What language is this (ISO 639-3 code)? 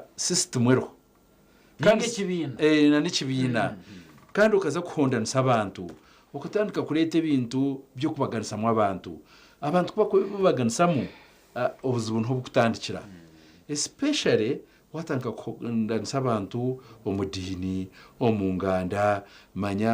nyn